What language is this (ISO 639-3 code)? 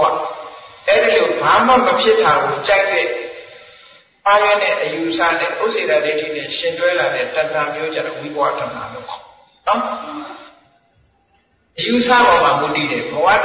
mya